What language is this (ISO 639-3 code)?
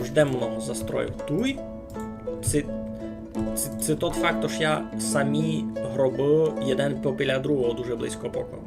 rue